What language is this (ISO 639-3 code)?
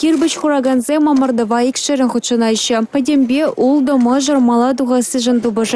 chv